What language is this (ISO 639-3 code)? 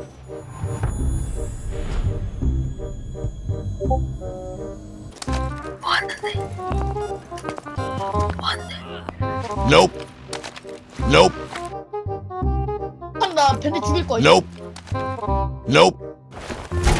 kor